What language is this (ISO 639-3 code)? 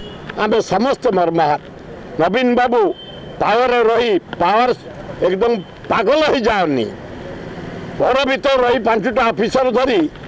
ori